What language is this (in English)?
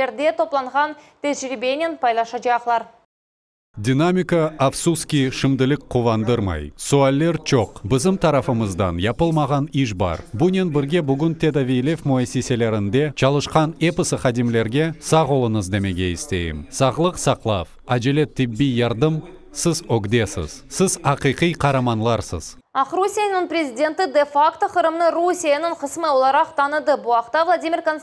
Crimean Tatar